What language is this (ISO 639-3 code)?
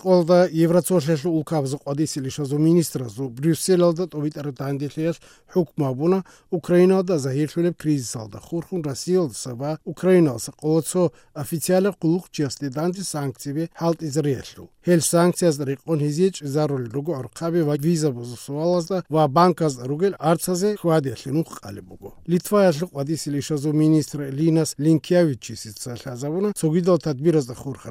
ava